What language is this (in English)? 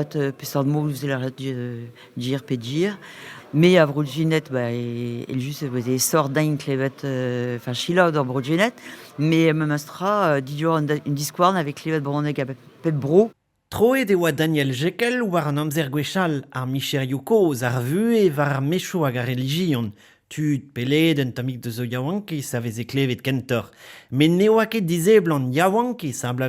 Breton